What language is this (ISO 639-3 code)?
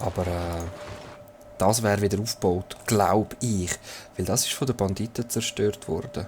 gsw